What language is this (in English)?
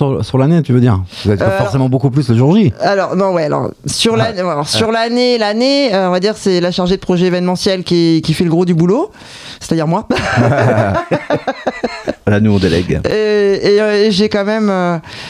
French